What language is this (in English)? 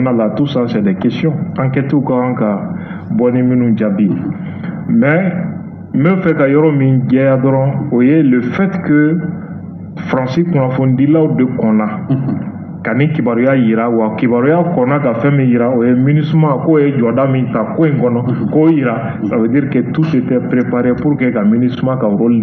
Bambara